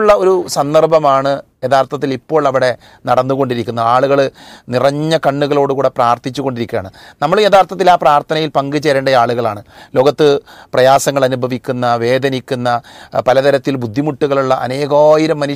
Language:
Malayalam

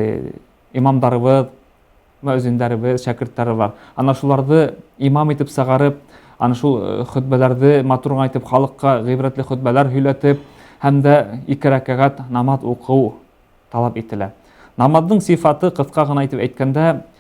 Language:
Bashkir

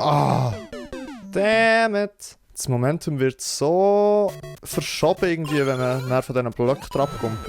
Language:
Swiss German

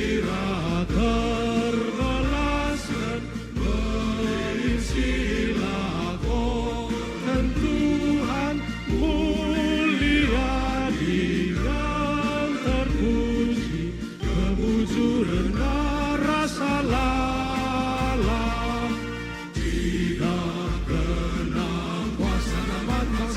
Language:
Batak Karo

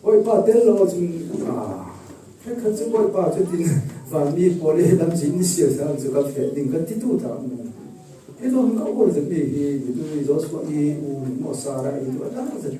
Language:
Falam Chin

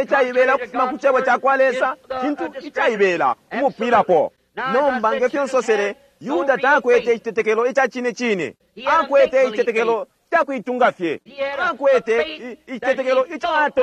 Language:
Bemba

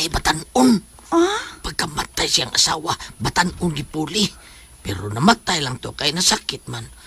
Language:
Cebuano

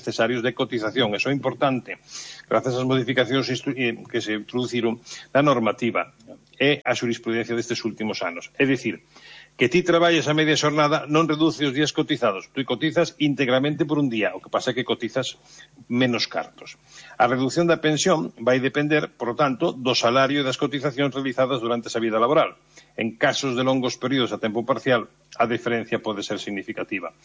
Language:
Galician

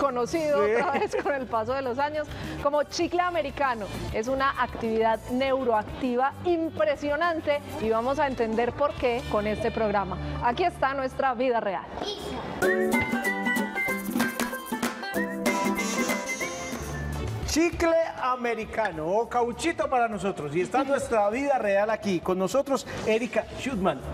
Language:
Spanish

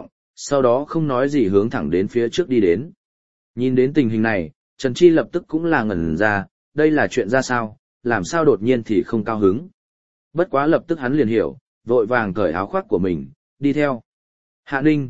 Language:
Vietnamese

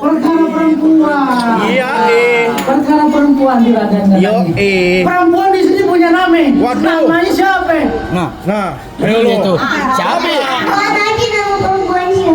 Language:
Betawi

